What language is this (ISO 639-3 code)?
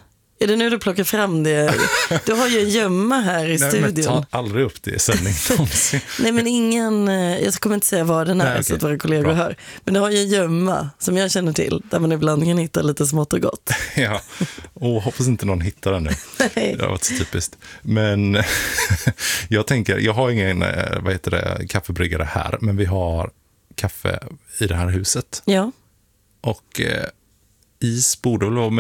swe